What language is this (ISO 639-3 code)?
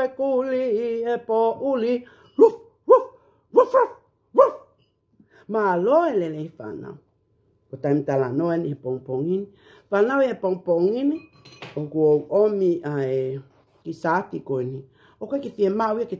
ton